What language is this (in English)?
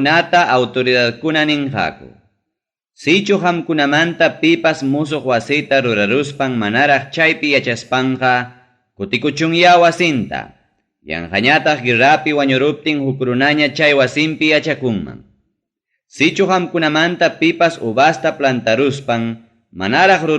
Ayacucho Quechua